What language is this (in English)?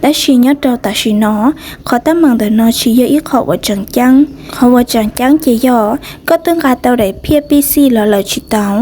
Hmong